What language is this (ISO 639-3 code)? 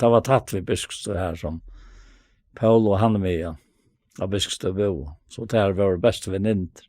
fao